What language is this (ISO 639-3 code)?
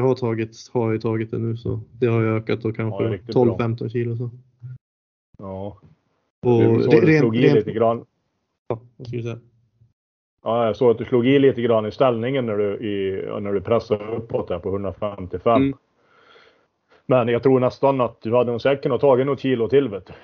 swe